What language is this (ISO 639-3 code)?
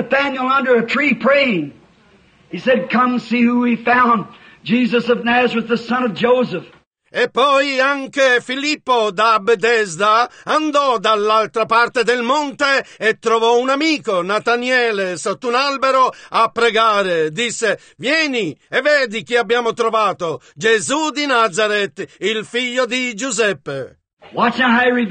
ita